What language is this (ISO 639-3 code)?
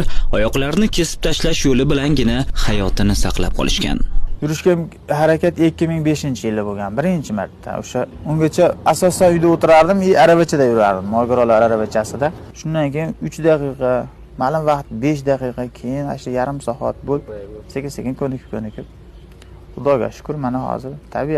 uzb